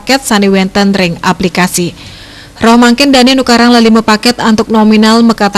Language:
Balinese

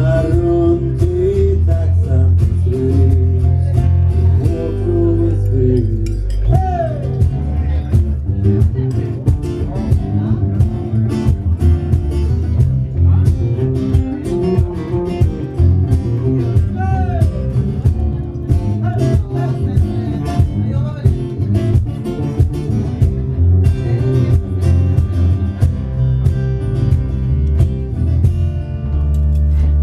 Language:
Swedish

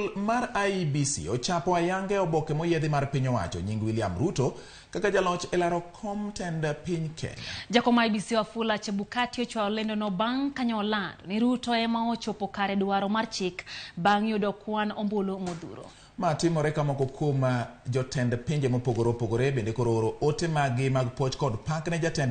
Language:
Luo (Kenya and Tanzania)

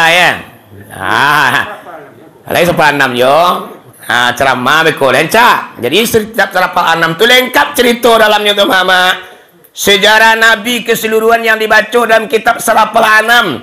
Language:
Minangkabau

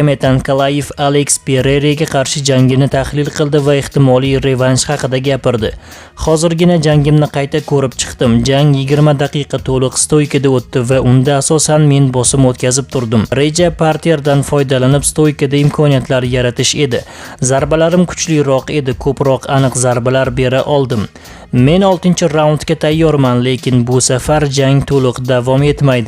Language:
Uzbek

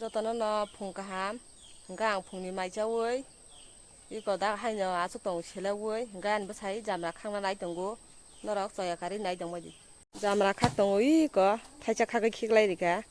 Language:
Kok Borok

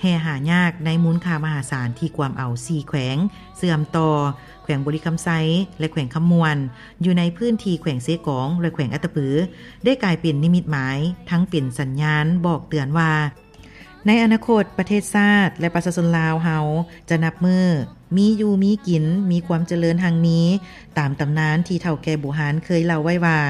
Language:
Lao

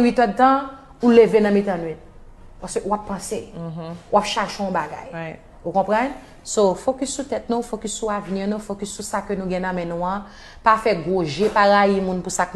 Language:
Haitian Creole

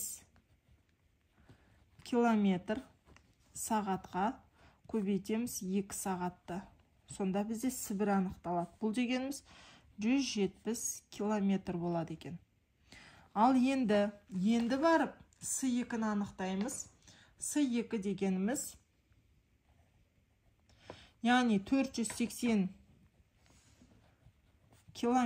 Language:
Kazakh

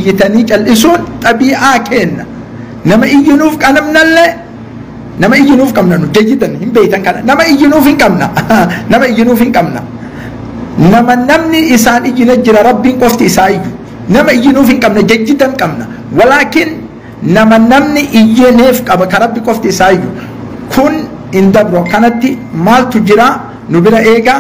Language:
Oromo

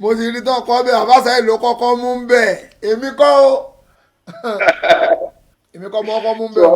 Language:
Yoruba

